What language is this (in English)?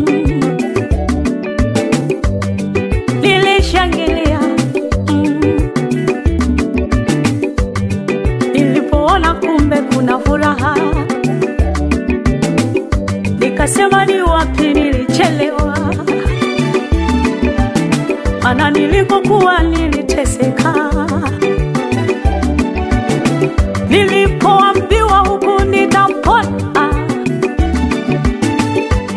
Swahili